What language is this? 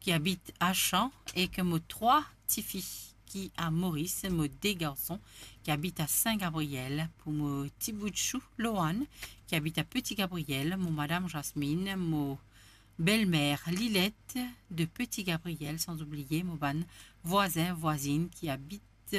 Morisyen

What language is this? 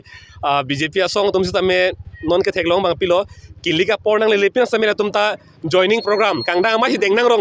Karbi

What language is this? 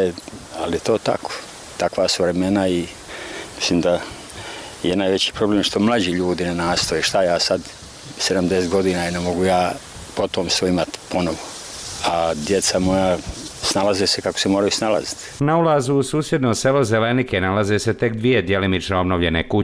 Bosnian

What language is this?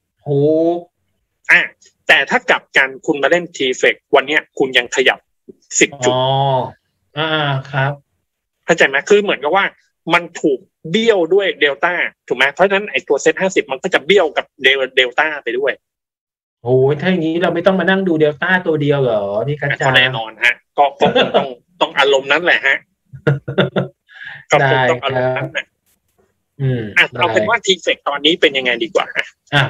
Thai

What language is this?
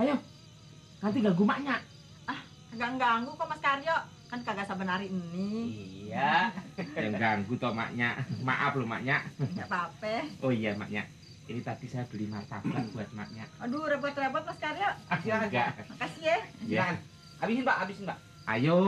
Betawi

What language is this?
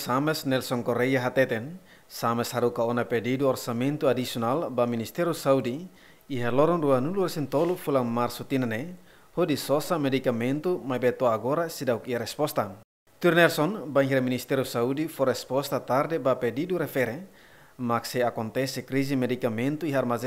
Tetum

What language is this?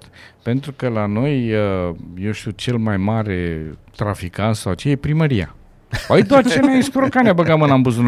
Romanian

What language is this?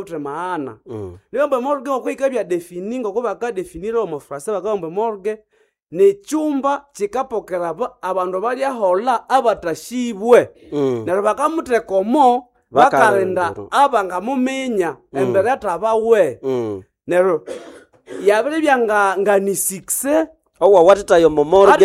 Nande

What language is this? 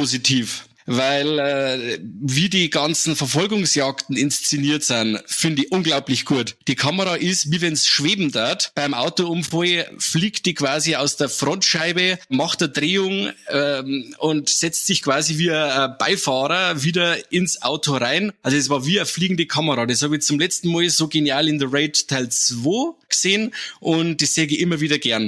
Bavarian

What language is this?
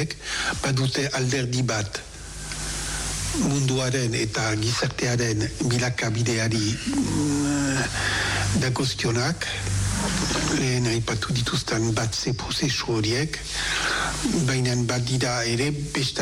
Basque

